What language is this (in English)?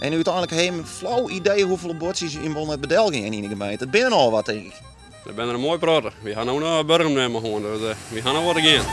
Western Frisian